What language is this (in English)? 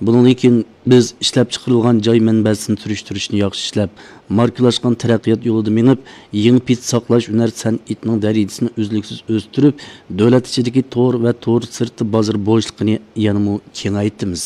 Uyghur